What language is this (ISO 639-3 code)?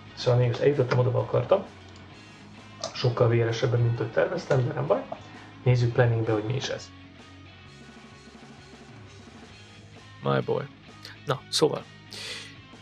hun